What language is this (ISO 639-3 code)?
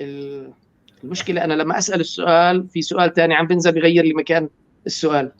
apc